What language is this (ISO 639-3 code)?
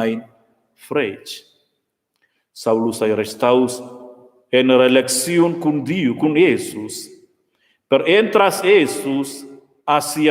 roh